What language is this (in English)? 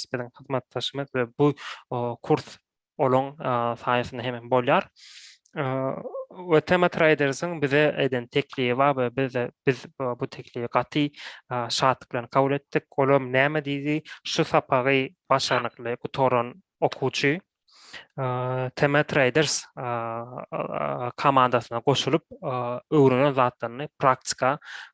Turkmen